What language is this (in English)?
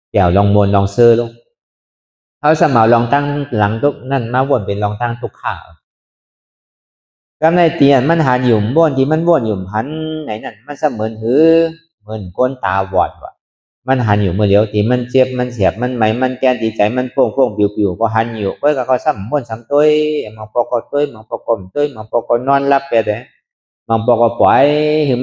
Shan